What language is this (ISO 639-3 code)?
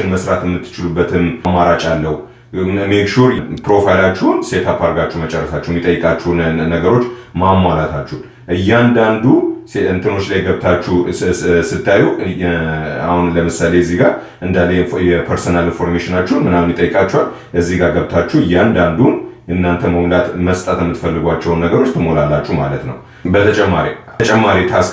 amh